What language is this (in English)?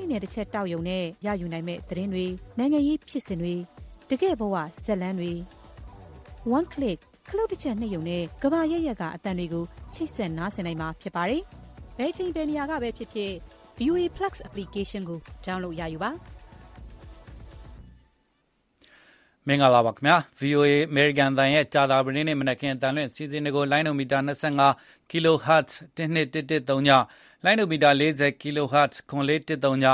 Burmese